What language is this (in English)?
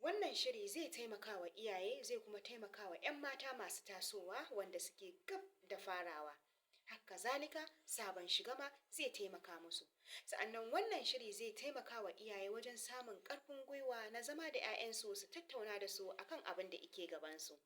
Hausa